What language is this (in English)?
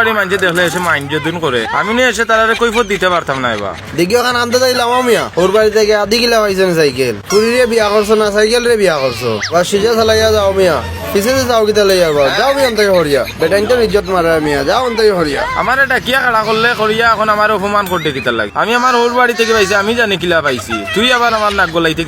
Sylheti